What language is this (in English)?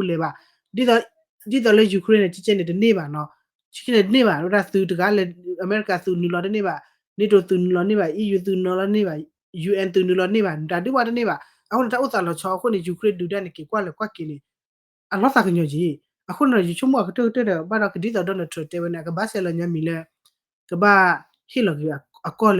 S'gaw Karen